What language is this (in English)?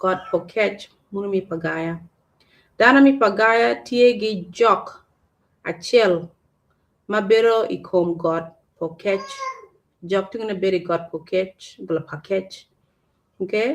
Acoli